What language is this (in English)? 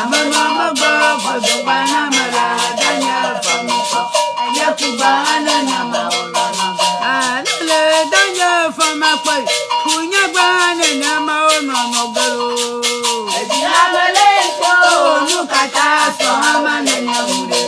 Ewe